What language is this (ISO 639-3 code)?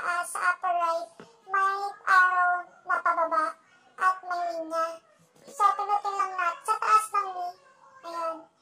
fil